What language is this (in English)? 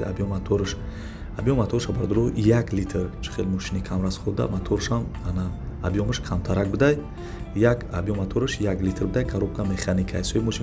Tajik